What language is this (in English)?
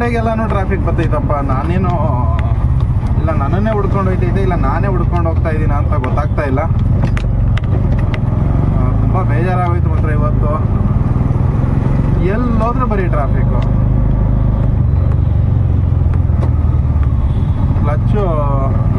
Kannada